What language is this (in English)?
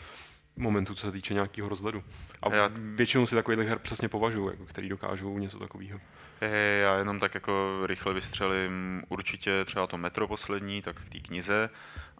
Czech